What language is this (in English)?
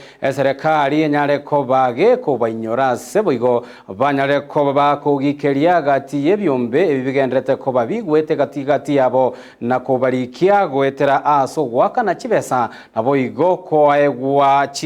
Gusii